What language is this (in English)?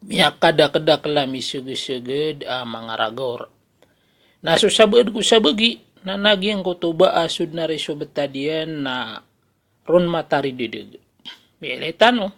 Maranao